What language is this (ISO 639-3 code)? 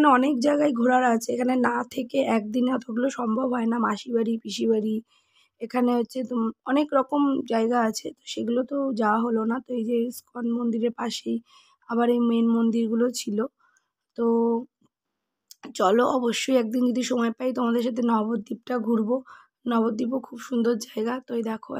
ben